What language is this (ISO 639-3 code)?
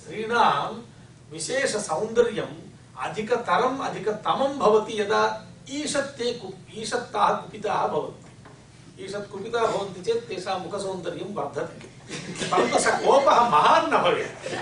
san